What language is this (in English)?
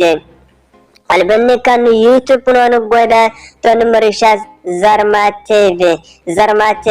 Zarma